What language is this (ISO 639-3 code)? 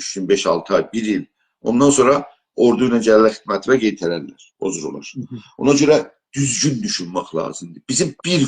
azb